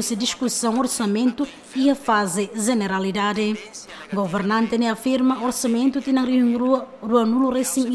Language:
Tetum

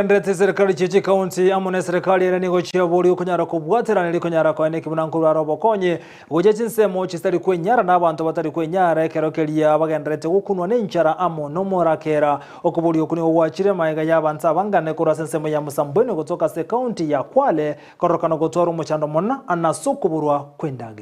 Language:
Gusii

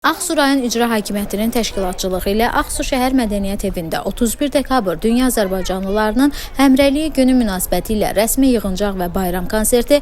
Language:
Azerbaijani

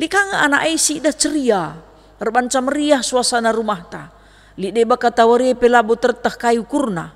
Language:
Batak Karo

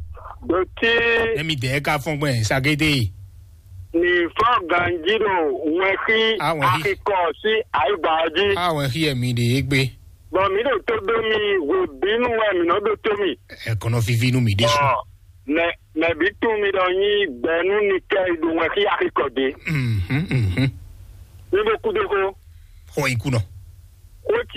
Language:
Fon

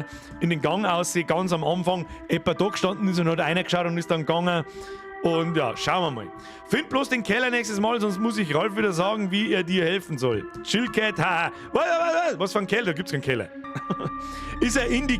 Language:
Bavarian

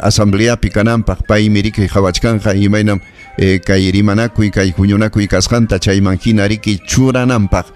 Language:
Ayacucho Quechua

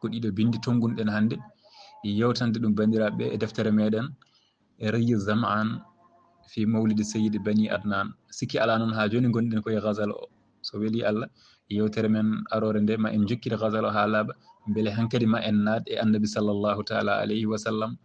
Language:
Fula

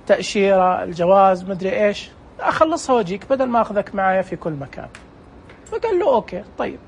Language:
Najdi Arabic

